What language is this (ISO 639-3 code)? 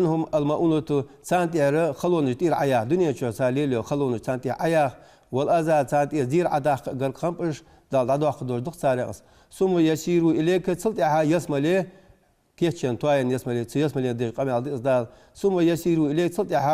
inh